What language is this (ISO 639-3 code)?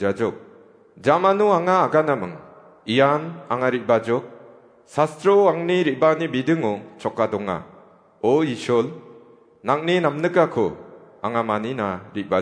grt